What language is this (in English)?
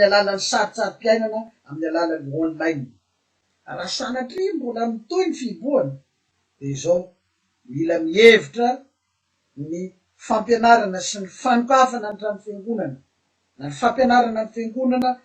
Malagasy